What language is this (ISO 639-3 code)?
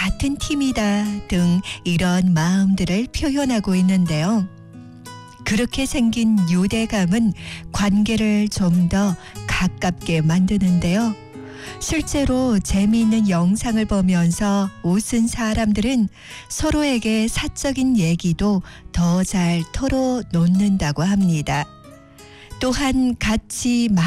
kor